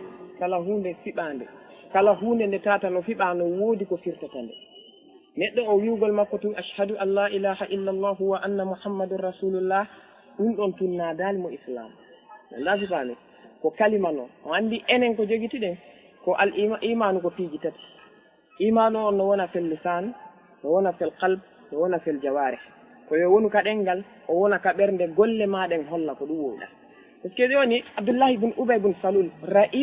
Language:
Fula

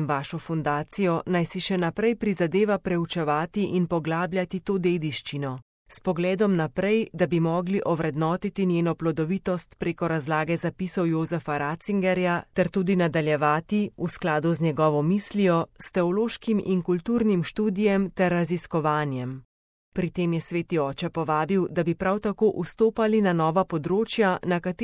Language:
Slovenian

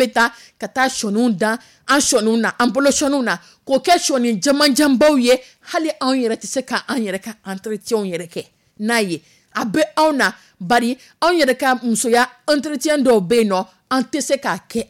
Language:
Dyula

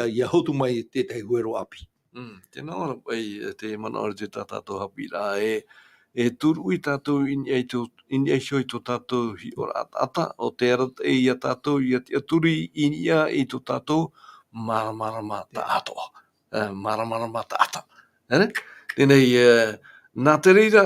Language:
Tahitian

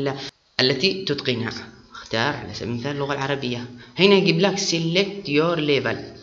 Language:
Arabic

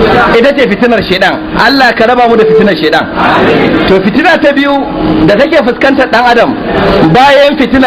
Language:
Hausa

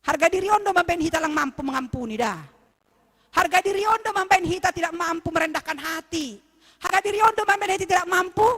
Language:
Batak Simalungun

